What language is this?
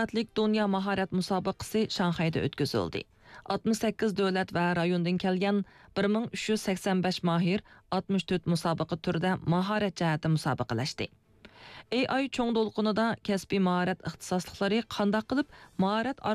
Uyghur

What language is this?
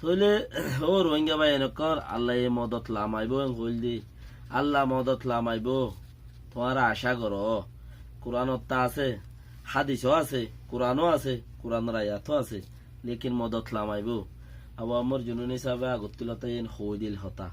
Rohingya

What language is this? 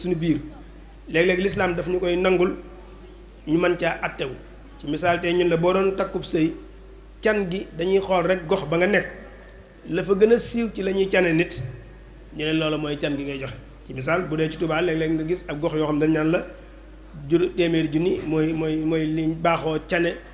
Wolof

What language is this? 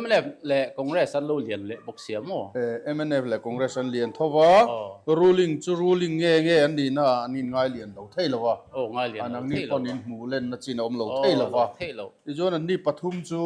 Mizo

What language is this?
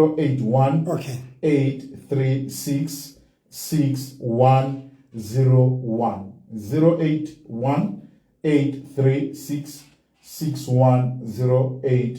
Southern Sotho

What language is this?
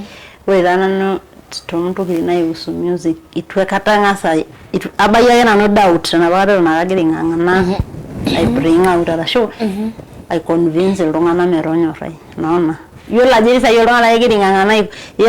Masai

